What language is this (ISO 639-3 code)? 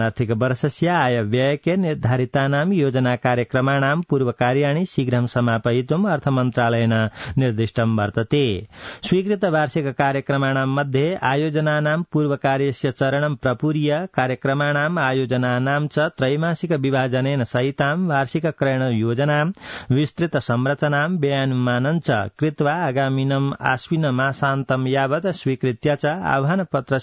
san